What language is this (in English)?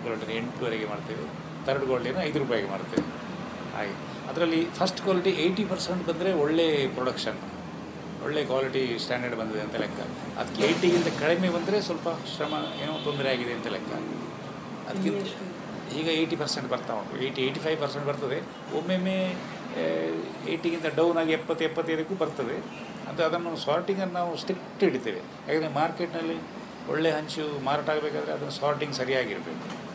Kannada